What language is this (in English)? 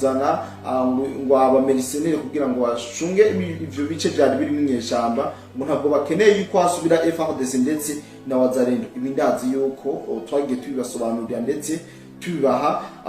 Rundi